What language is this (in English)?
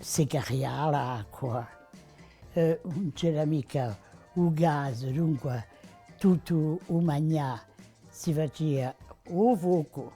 Corsican